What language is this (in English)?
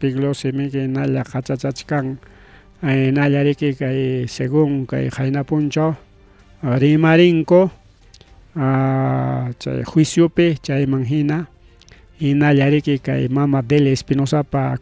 Ayacucho Quechua